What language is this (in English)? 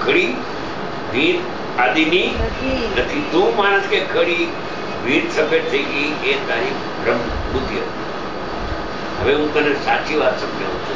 Gujarati